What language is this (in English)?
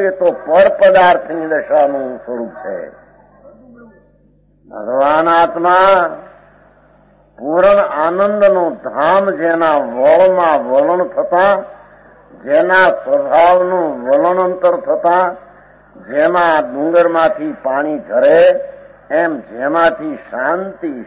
Gujarati